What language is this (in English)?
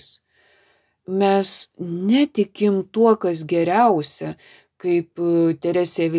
Lithuanian